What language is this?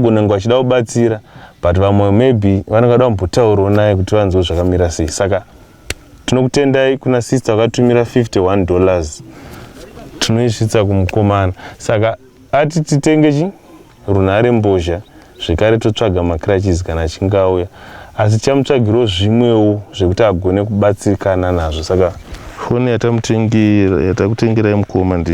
Shona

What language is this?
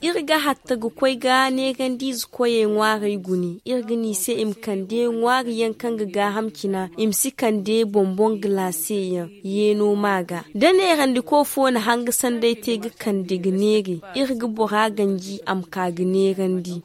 Zarma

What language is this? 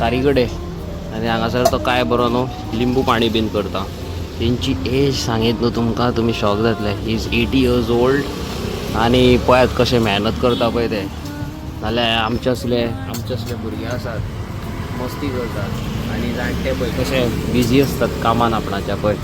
Konkani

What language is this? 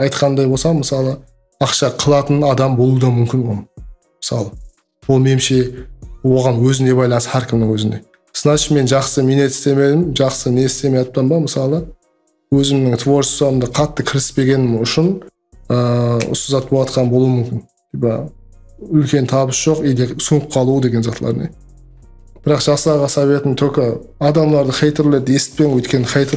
Kara-Kalpak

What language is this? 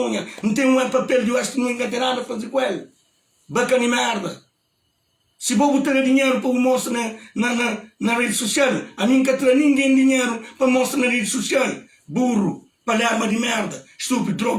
Kabuverdianu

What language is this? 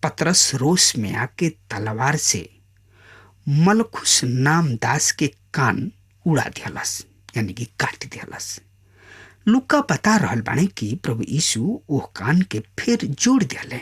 Bhojpuri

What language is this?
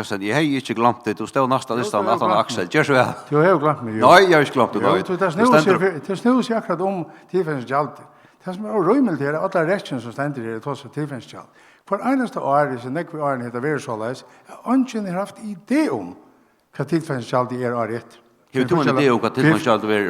Faroese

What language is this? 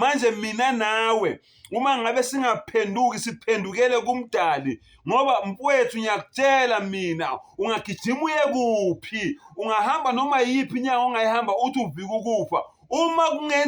Zulu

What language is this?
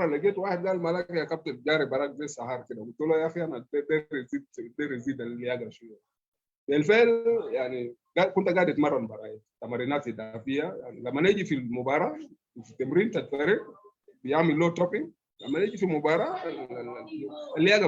Sudanese Arabic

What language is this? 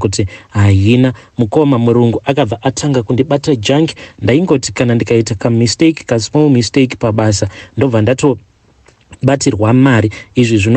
Shona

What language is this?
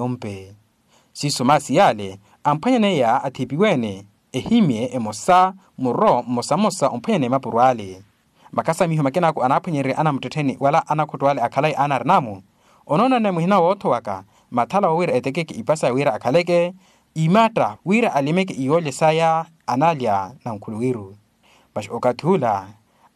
Makhuwa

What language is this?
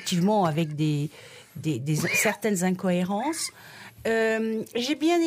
French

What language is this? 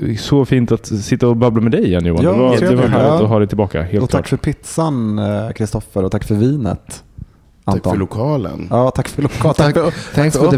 Swedish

